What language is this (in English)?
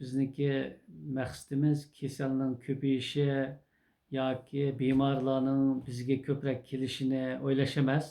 Uyghur